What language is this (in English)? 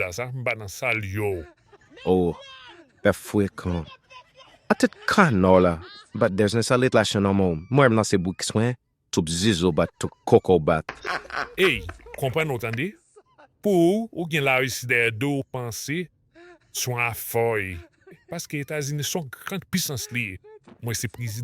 Haitian Creole